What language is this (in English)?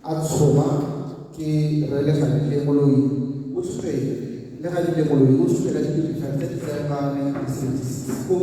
Tswana